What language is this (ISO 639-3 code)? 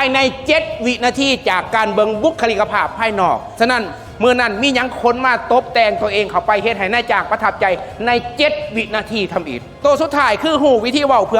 lao